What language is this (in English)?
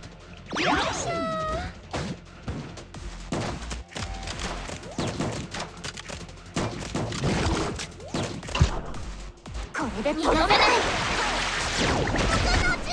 Japanese